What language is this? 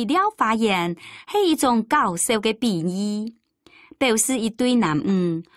Hakka Chinese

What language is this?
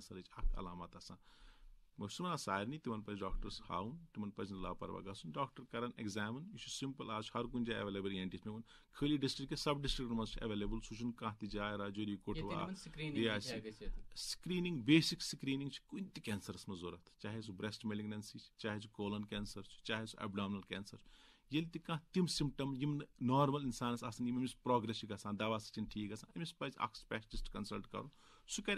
Kashmiri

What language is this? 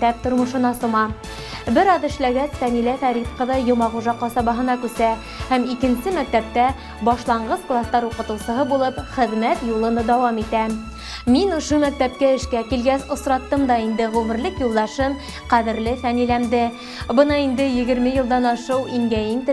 Bashkir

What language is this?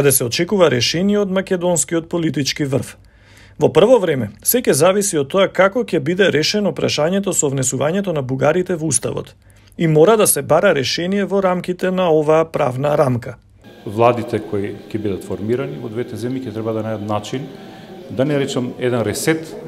Macedonian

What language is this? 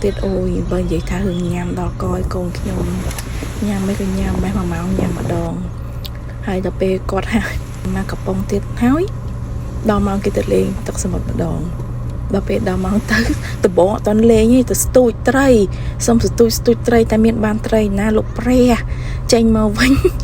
Khmer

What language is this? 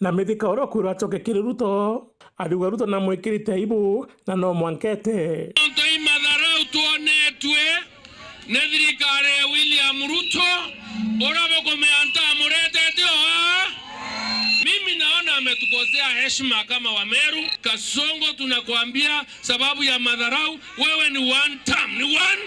Meru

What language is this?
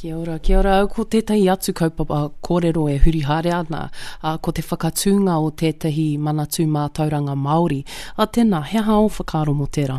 Māori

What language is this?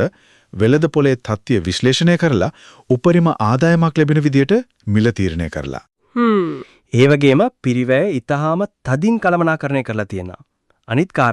Sinhala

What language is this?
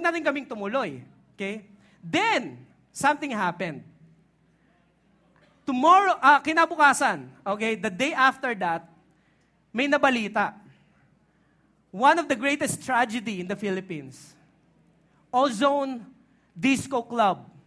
Filipino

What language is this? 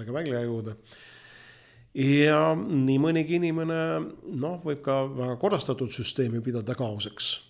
Estonian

